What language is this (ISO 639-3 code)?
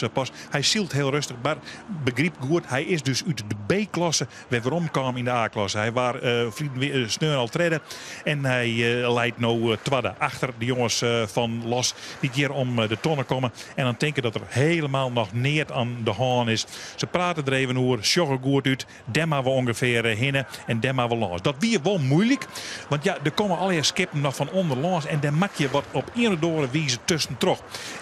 fry